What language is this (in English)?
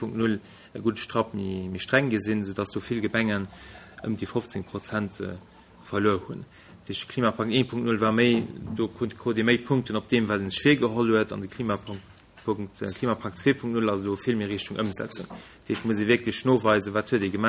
Luxembourgish